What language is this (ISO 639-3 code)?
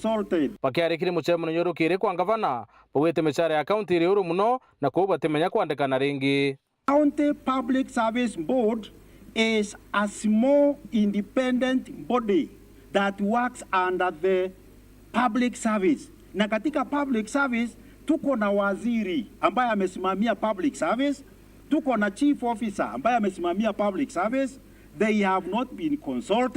mer